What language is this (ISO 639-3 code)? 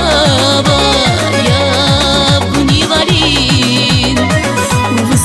tab